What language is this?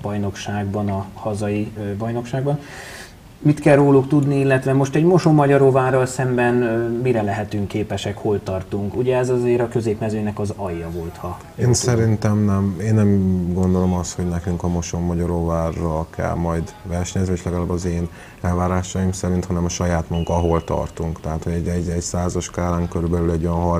Hungarian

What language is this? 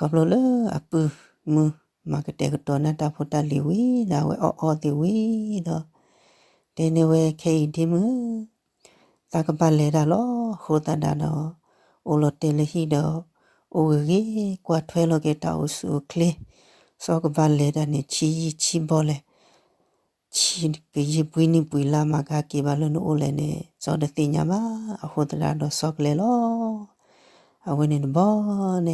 S'gaw Karen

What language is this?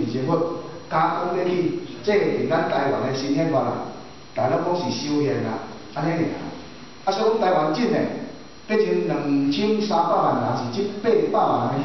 Min Nan Chinese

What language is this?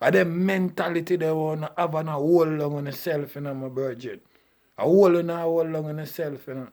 Jamaican Creole English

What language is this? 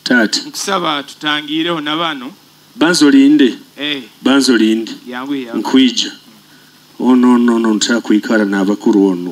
Nyoro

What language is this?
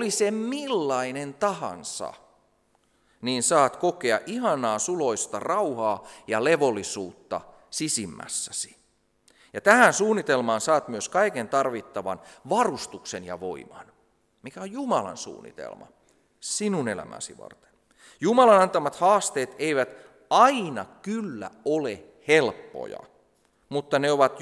Finnish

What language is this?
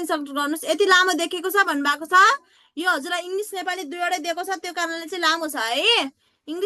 Nepali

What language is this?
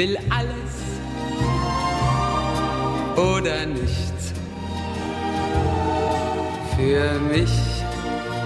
German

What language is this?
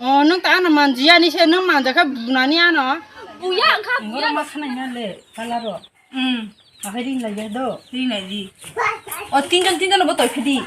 Kok Borok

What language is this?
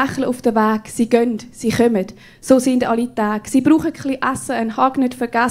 Swiss German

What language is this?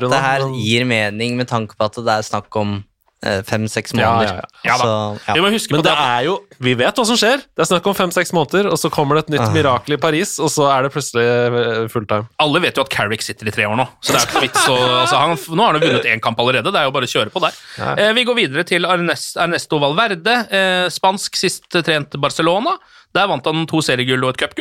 Norwegian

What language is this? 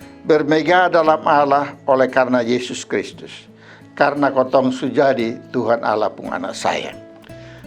Kupang Malay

